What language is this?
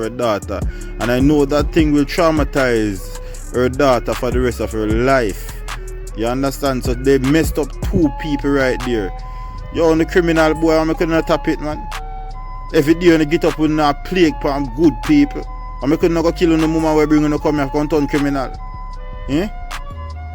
Jamaican Creole English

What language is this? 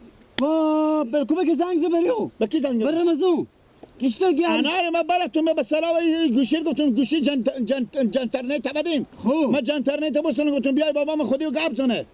Persian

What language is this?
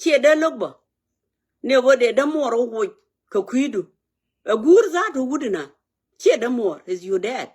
Nuer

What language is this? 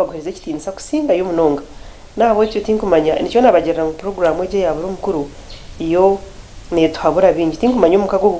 Nyankole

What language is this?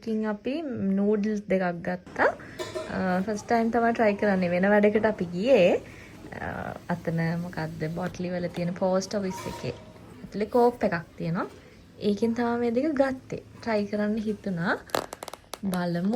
Sinhala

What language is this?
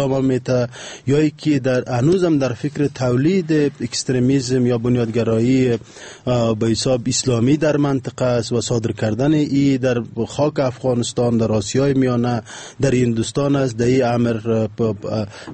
Persian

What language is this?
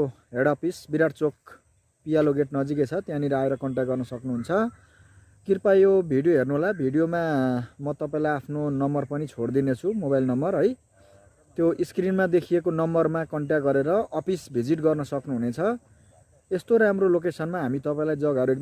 Nepali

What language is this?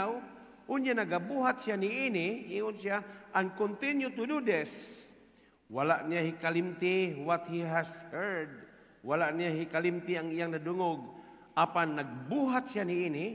Cebuano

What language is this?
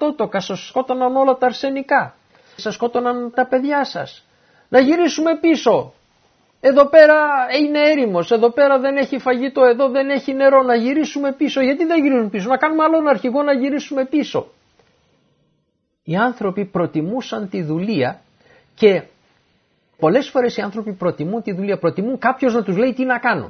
Greek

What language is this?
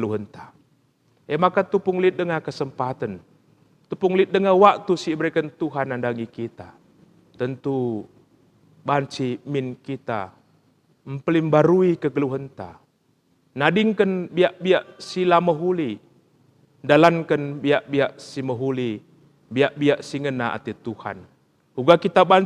Batak Karo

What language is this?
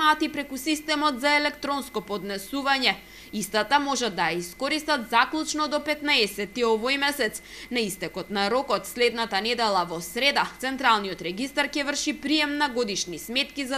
Macedonian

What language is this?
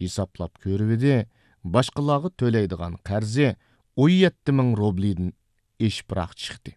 Uyghur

